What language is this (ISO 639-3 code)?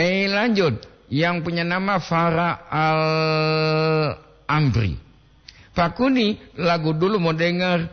gor